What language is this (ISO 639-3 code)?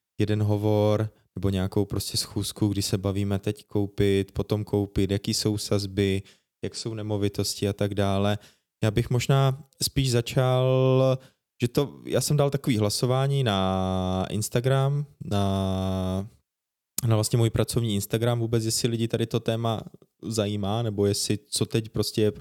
ces